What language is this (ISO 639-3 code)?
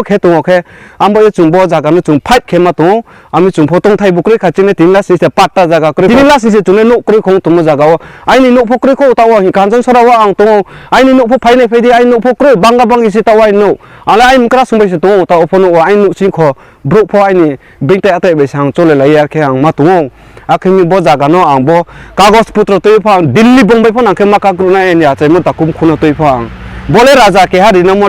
ria